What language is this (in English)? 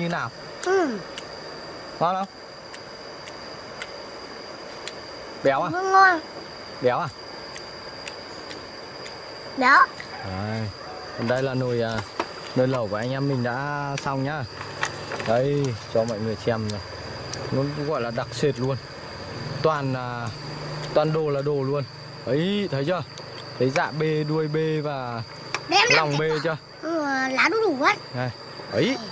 Vietnamese